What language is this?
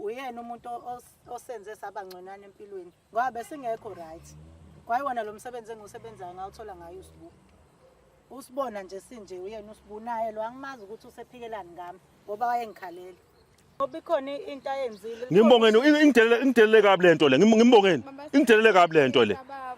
Zulu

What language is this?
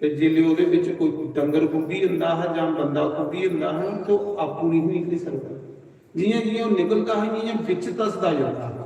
Dogri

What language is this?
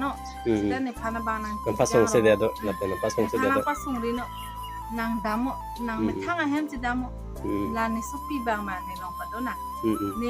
Karbi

